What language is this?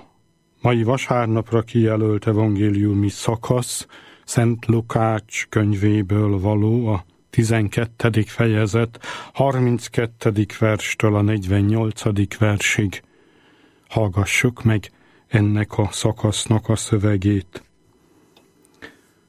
Hungarian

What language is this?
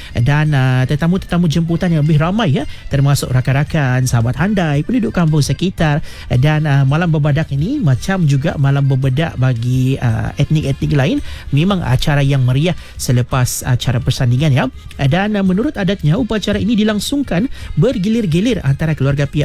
Malay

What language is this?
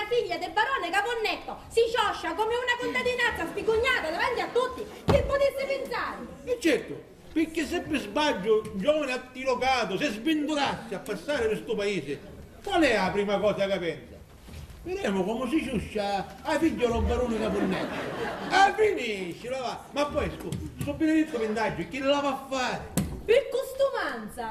Sicilian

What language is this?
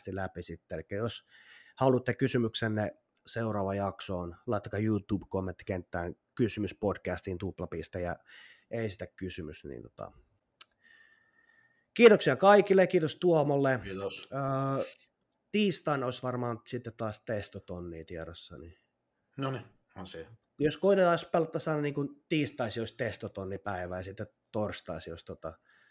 Finnish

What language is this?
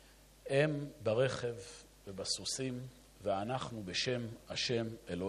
Hebrew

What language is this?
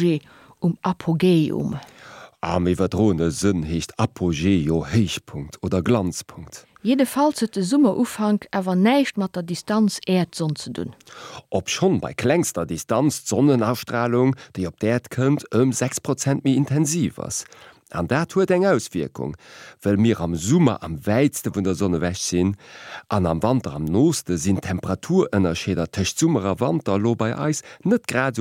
Luxembourgish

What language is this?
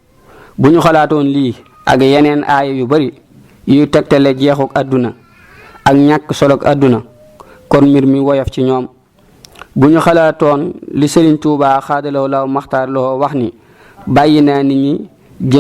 Wolof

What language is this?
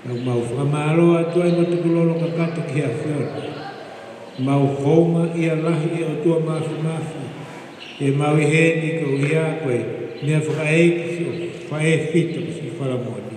Tongan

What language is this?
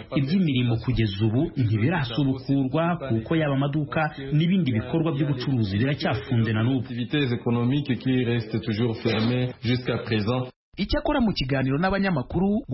Kinyarwanda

